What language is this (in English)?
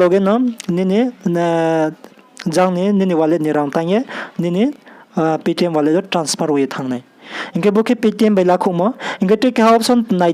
Riang (India)